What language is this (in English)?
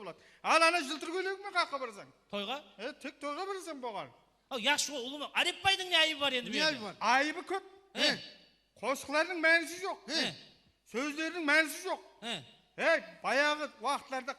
Kara-Kalpak